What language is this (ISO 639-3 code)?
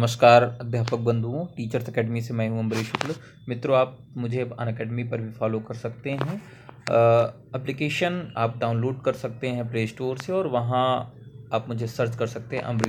hin